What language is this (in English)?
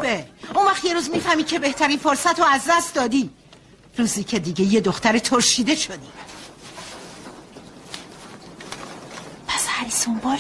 Persian